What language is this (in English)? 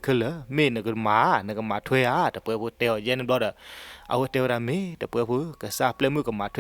S'gaw Karen